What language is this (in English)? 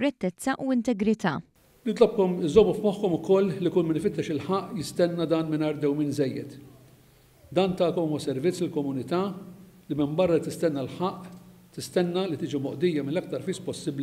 Maltese